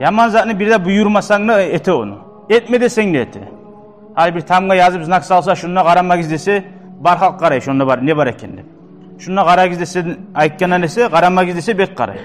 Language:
Kumyk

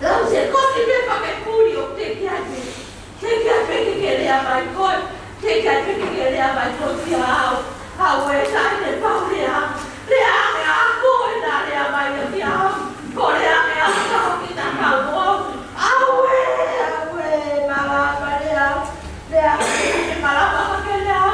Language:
Tongan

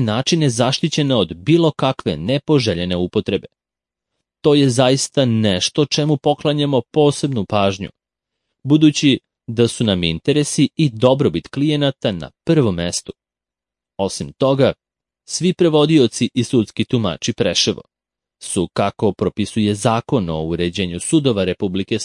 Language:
Serbian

